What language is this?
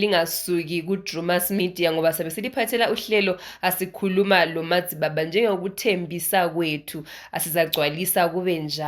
Shona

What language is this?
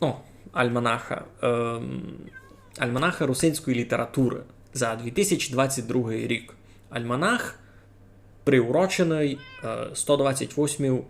Rusyn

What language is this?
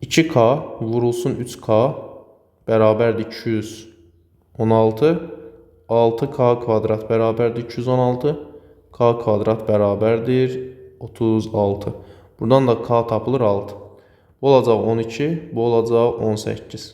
Azerbaijani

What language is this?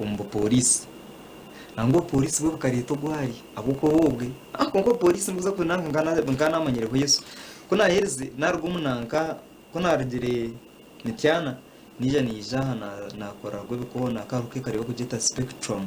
Nyankole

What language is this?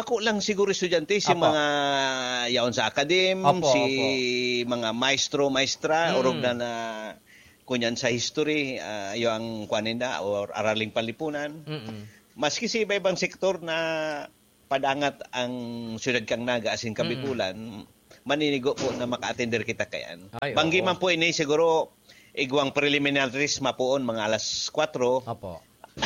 Bikol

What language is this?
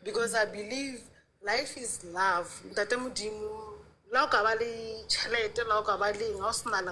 Southern Sotho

